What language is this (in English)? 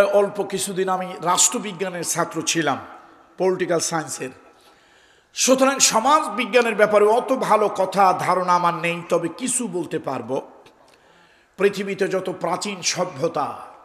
Bangla